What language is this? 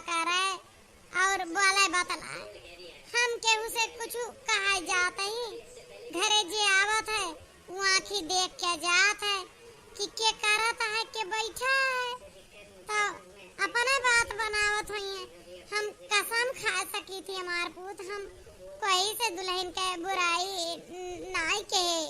Awadhi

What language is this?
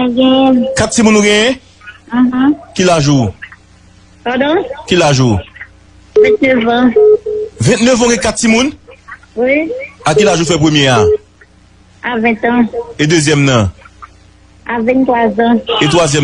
Haitian Creole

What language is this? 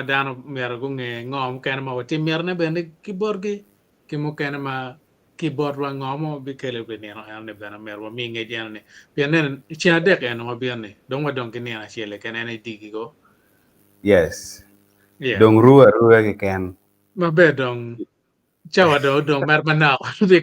Acoli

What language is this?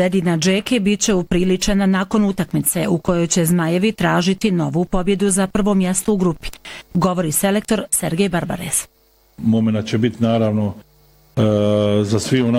Bosnian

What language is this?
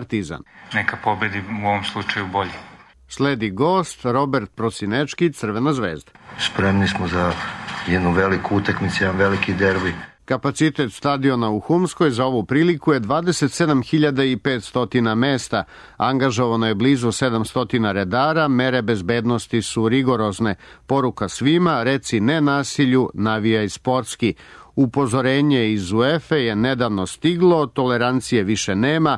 Serbian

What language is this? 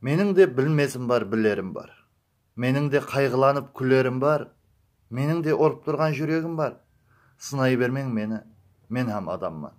Kara-Kalpak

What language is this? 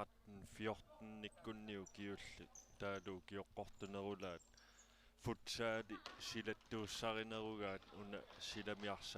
Kalaallisut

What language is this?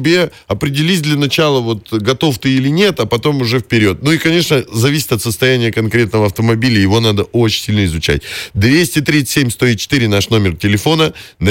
Russian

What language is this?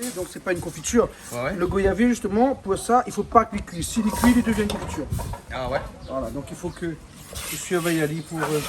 Réunion Creole French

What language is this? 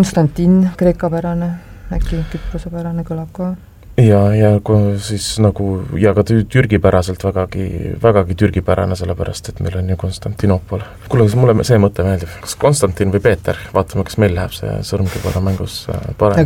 Estonian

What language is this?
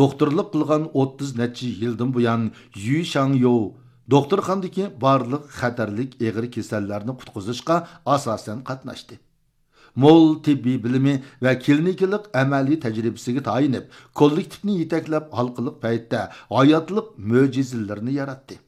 Uyghur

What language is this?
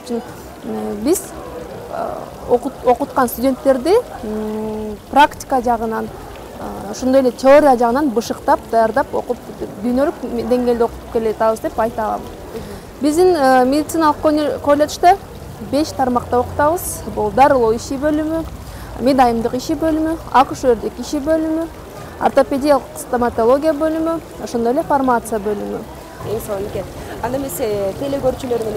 Kyrgyz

